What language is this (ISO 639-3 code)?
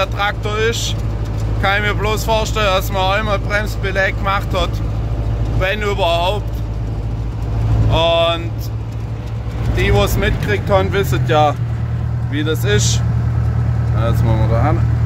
deu